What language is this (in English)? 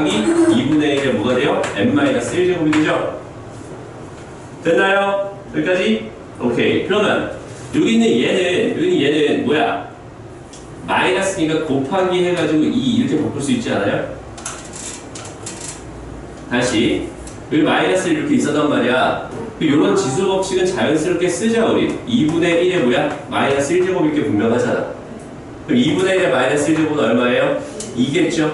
Korean